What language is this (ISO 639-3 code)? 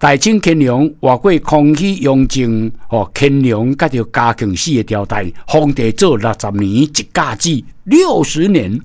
nan